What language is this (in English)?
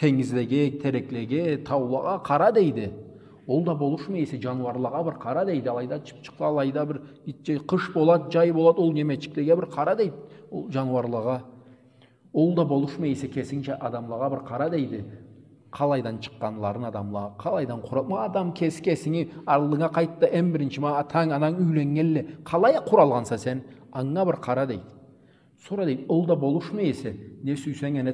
Karachay-Balkar